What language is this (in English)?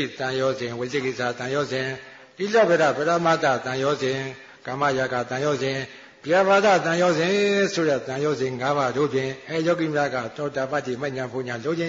Burmese